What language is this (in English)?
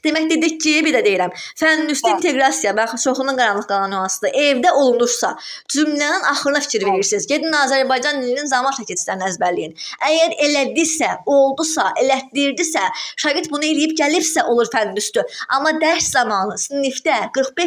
Azerbaijani